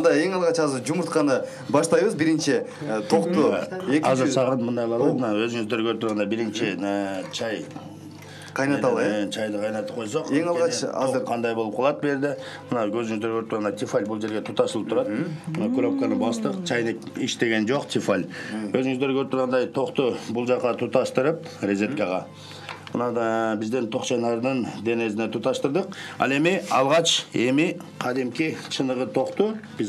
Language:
Kyrgyz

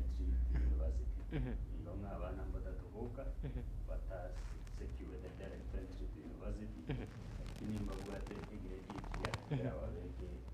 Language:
Gusii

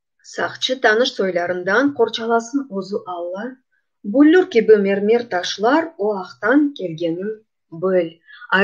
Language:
Crimean Tatar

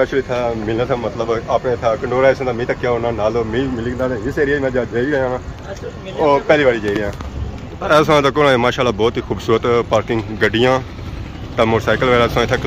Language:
Pahari-Potwari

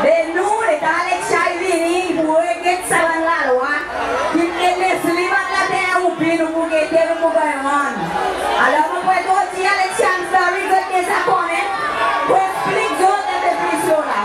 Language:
Seselwa Creole French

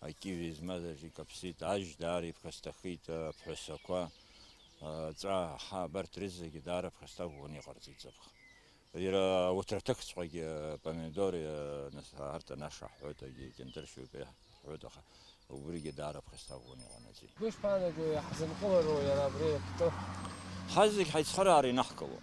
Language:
Abkhazian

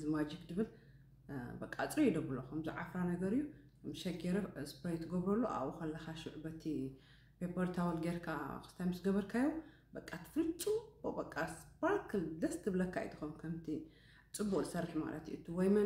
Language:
Tigrinya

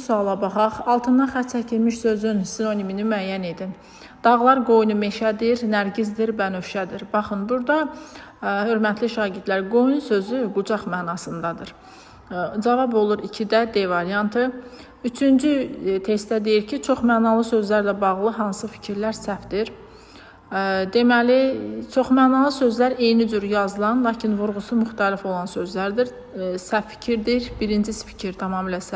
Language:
Azerbaijani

